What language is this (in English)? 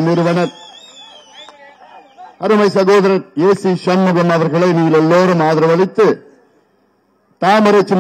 Tamil